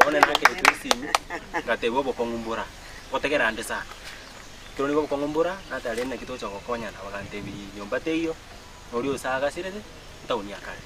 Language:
Gusii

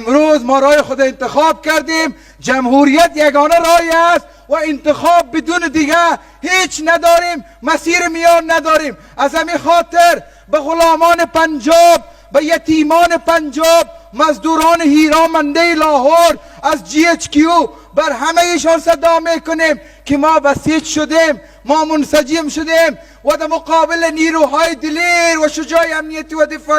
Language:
Persian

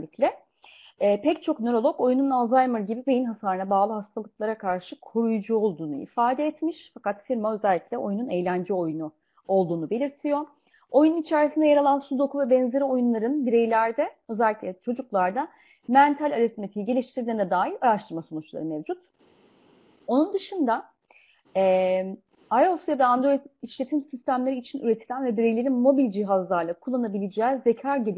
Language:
Turkish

